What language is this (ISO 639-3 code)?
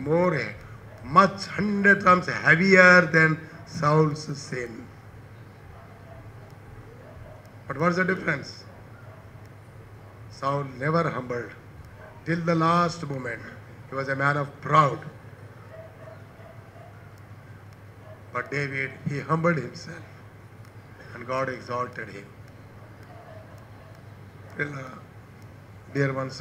tel